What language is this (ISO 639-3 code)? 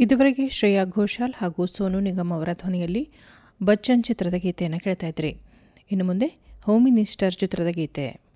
kan